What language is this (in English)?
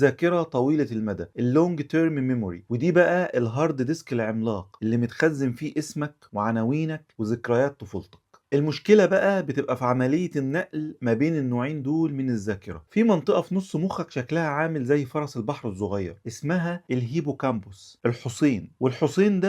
Egyptian Arabic